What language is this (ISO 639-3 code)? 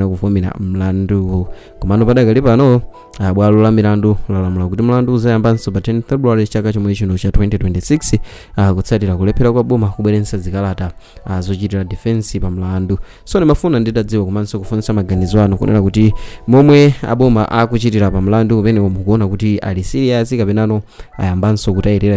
nya